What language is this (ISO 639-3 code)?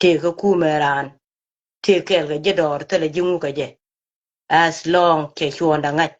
nus